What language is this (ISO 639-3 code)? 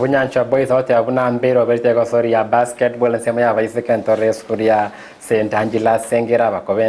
guz